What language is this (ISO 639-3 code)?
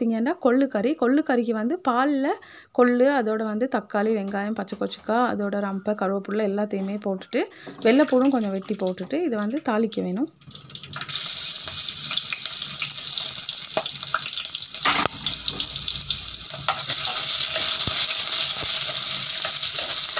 tam